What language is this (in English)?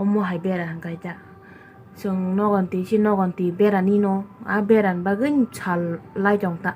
Kok Borok